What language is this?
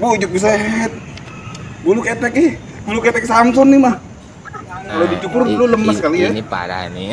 Betawi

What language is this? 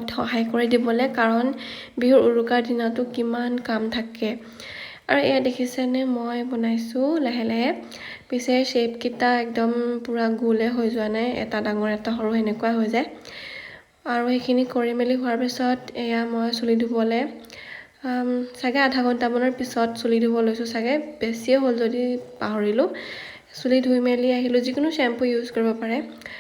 Assamese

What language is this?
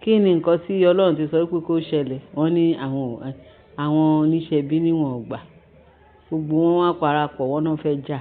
Yoruba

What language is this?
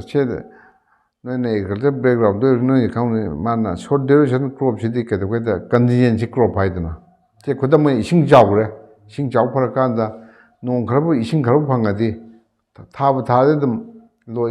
Manipuri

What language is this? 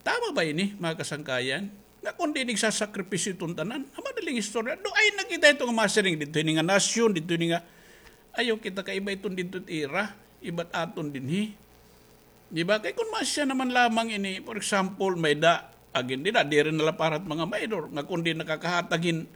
Waray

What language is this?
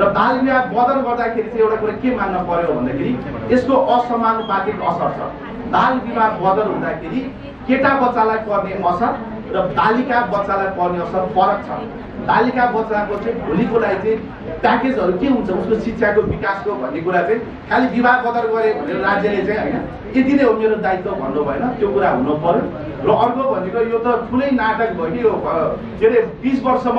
Nepali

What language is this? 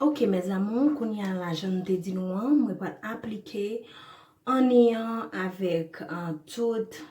Haitian Creole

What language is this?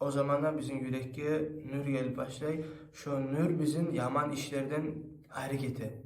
Kumyk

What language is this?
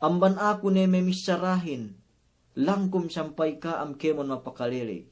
Yakan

